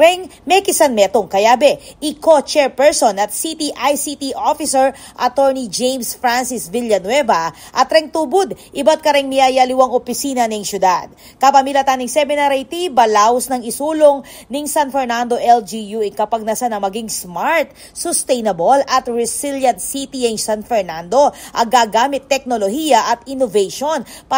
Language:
Pampanga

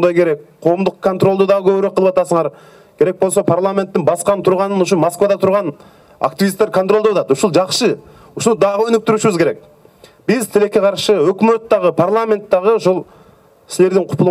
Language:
Kyrgyz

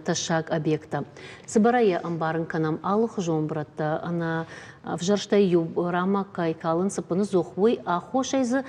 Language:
Ossetic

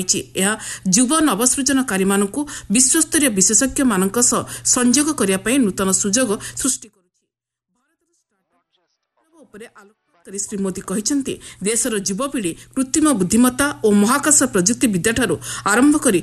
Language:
Odia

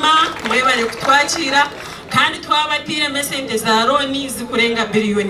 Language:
Nyankole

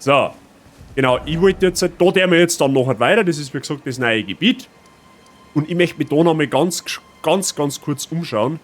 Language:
Bavarian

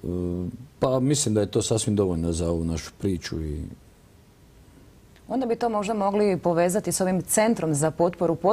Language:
Croatian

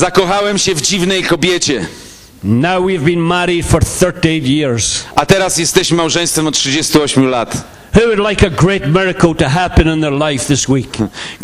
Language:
Polish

